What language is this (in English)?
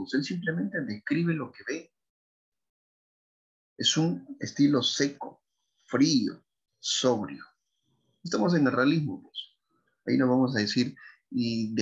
Spanish